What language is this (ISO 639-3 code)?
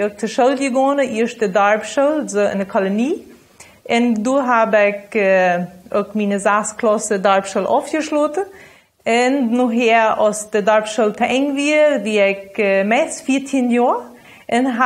pdt